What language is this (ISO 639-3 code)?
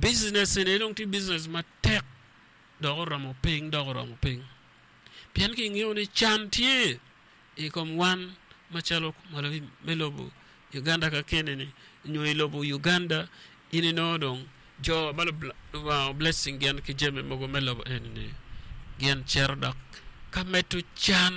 ach